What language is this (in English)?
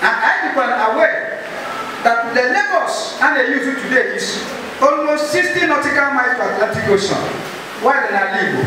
Igbo